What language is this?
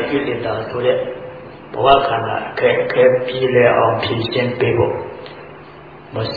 Burmese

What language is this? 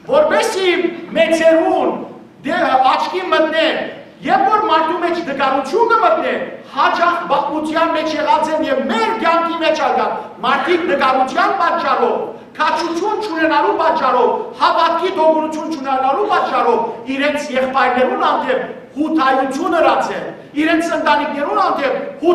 Western Armenian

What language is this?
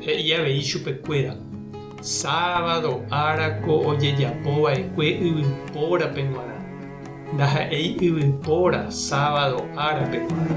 Guarani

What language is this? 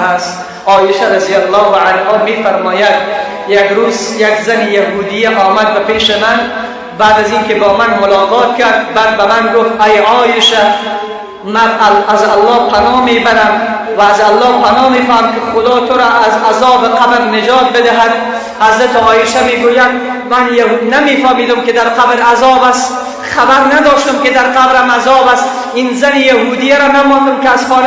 Persian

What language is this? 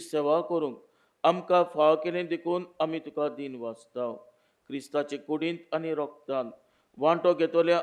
Konkani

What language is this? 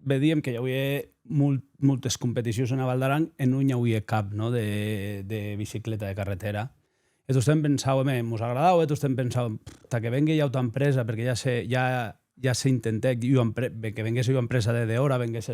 Occitan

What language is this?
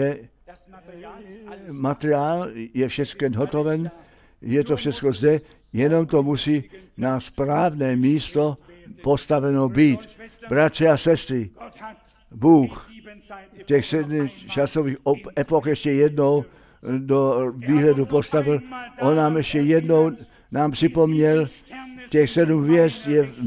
Czech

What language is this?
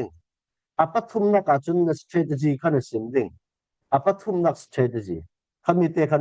Falam Chin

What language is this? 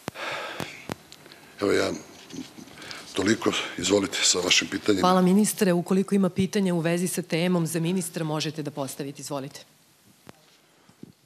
Serbian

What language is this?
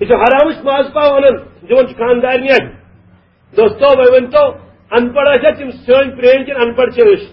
Kashmiri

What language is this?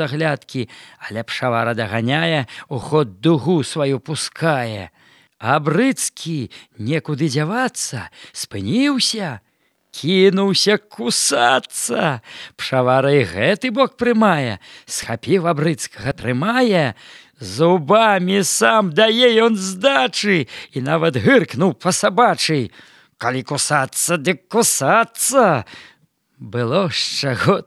Belarusian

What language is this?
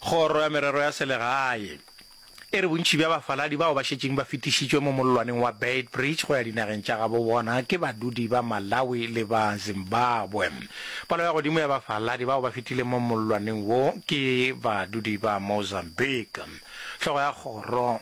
Northern Sotho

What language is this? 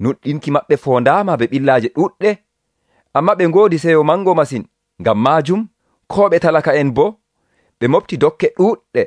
Nigerian Fulfulde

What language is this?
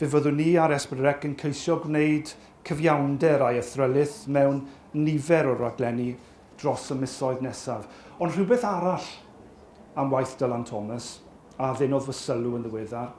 Welsh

